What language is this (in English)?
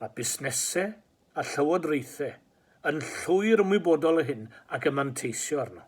Welsh